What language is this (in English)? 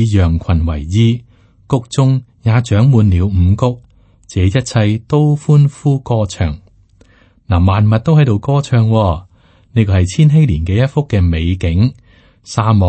Cantonese